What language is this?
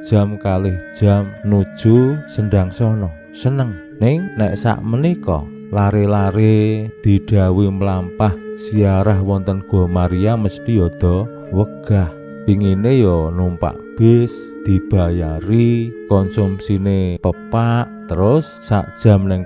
Javanese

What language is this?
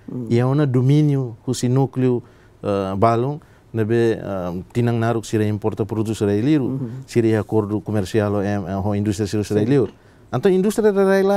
Tetum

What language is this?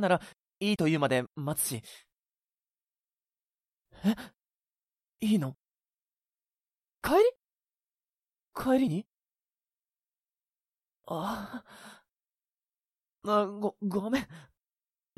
Japanese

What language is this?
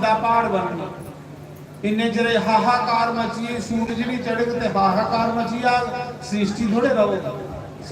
Dogri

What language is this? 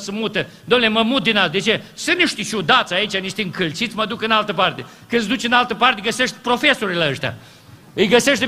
Romanian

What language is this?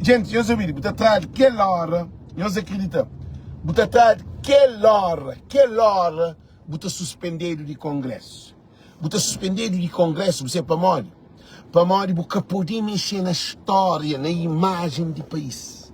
Kabuverdianu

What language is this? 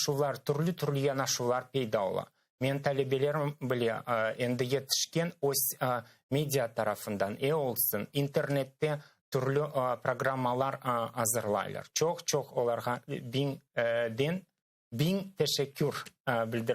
Crimean Tatar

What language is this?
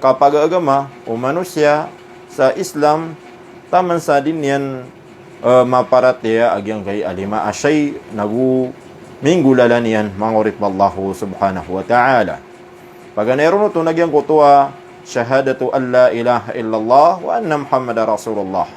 Maranao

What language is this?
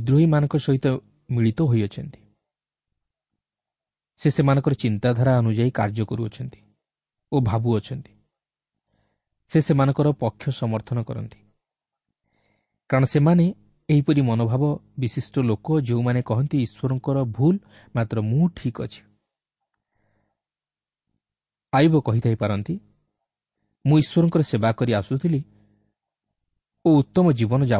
Odia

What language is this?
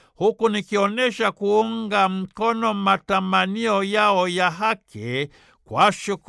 Swahili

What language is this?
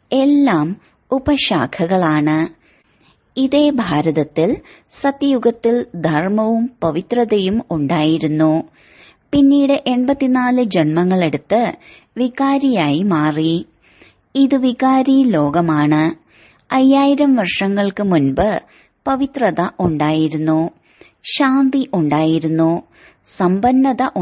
Malayalam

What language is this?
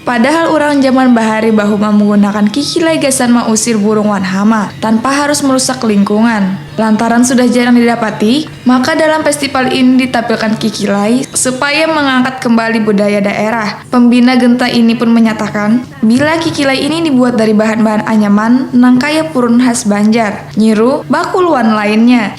Banjar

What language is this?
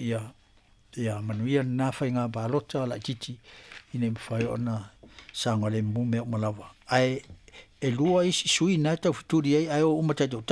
Samoan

